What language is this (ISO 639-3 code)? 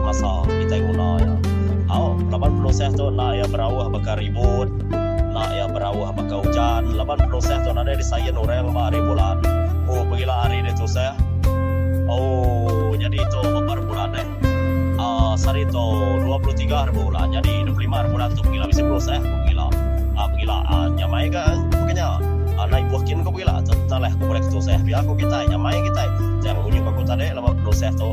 iba